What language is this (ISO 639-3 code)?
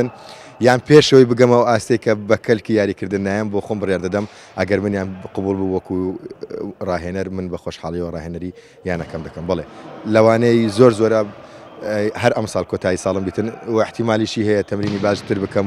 ckb